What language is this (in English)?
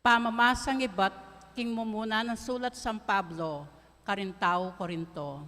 Pampanga